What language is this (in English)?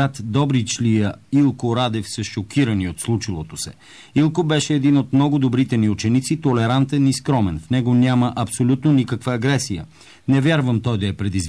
Bulgarian